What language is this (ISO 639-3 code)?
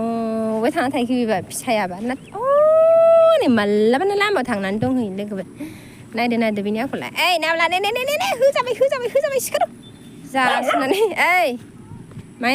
brx